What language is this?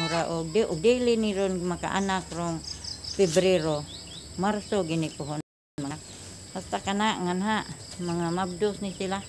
Cebuano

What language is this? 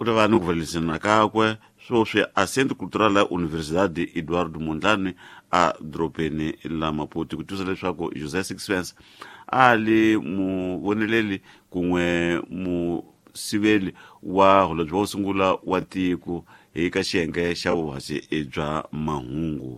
Tsonga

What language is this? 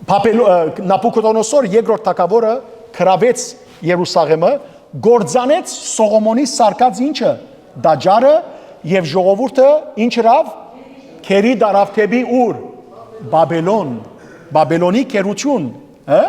Western Armenian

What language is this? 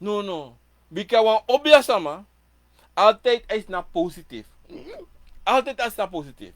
Sranan Tongo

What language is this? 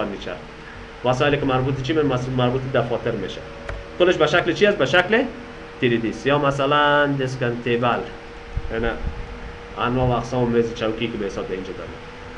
Persian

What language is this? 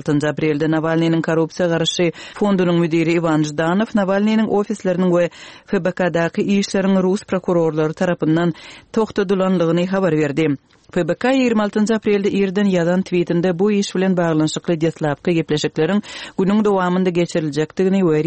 Turkmen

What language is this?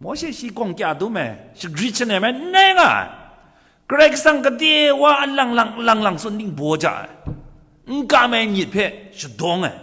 Kachin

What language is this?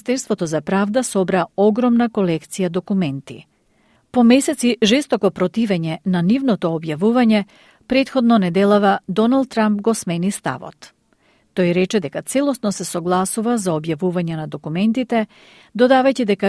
Macedonian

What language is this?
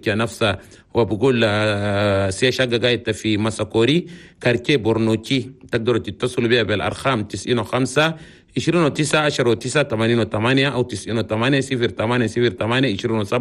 Chadian Arabic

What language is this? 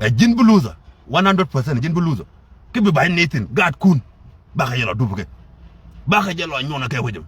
Nuer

